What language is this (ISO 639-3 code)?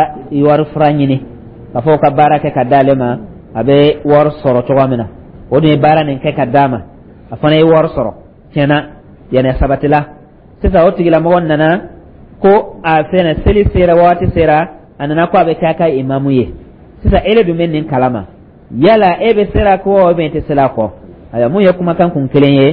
dyu